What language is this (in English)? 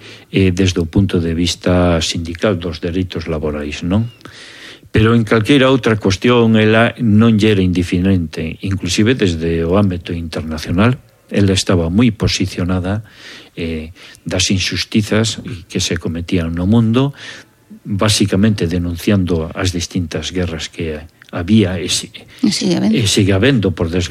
Galician